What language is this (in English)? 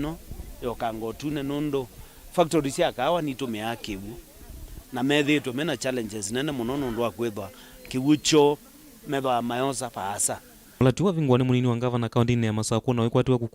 Kamba